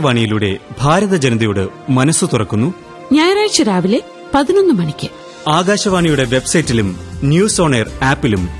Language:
Malayalam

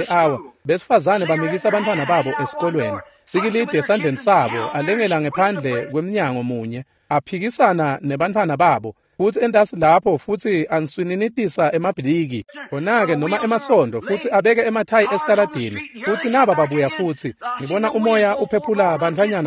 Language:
Swati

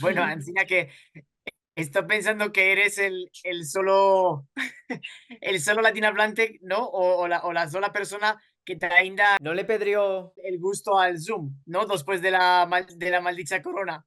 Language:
Ladino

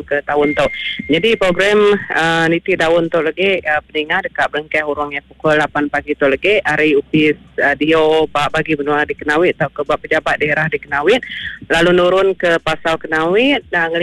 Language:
Iban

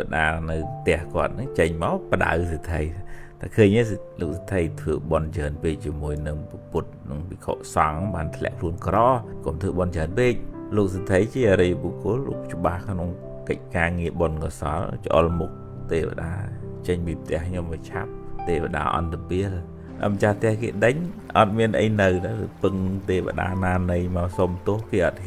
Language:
Khmer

